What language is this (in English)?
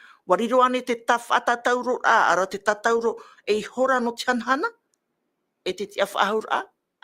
Tahitian